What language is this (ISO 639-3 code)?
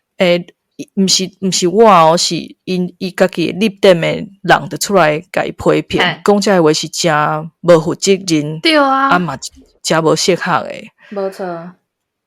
nan